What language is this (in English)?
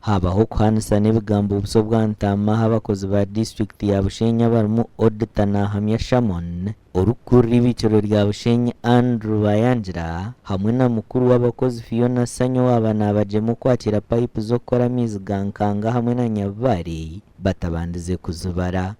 Nyankole